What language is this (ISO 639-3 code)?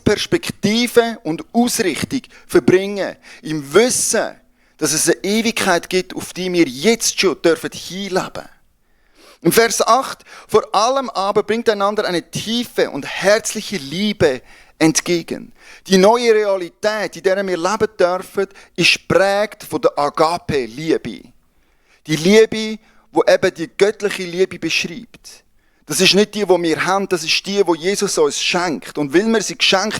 gsw